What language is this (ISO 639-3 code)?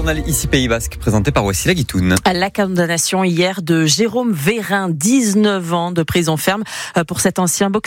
fra